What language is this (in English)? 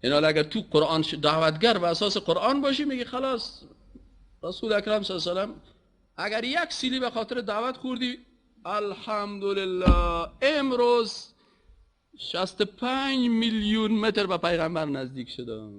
Persian